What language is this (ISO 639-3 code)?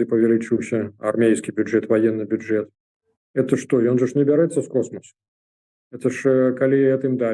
bel